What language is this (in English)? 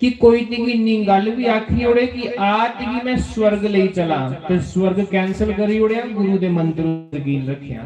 Dogri